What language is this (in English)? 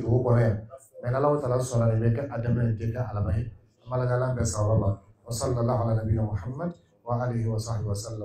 Dyula